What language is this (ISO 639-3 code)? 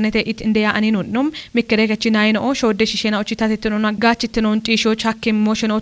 kbr